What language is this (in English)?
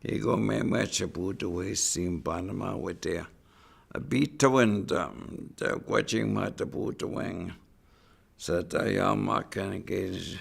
Chippewa